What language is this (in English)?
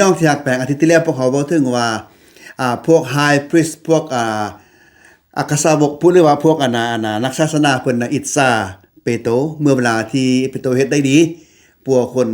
Lao